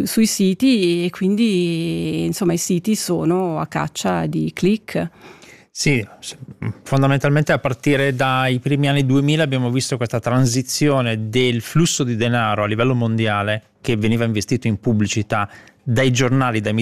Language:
Italian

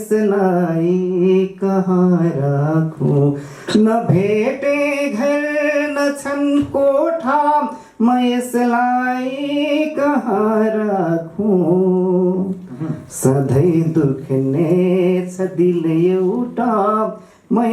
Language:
Nepali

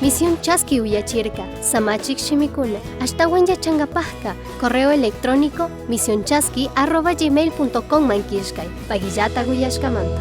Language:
Chimborazo Highland Quichua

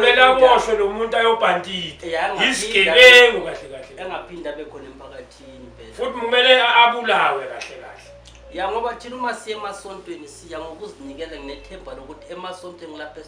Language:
Zulu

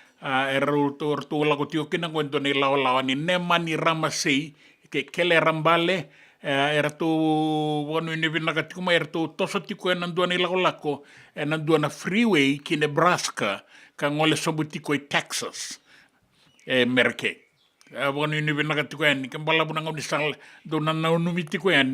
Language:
Fijian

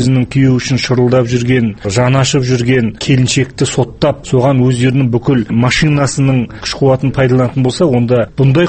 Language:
Kazakh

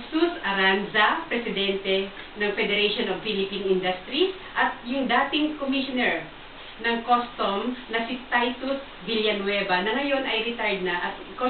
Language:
Filipino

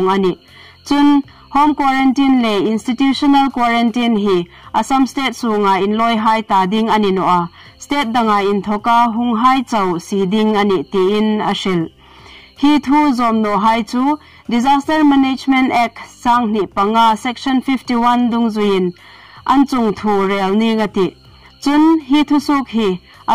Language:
Hmar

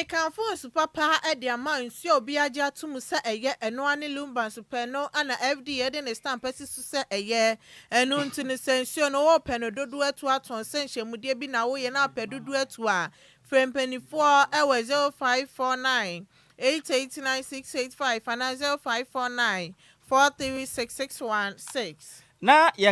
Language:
Akan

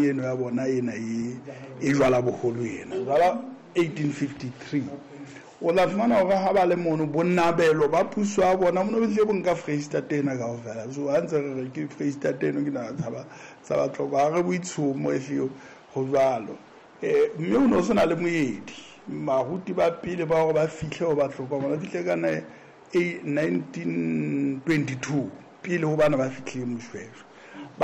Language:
Southern Sotho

